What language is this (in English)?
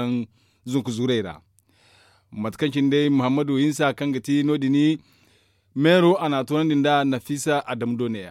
Zarma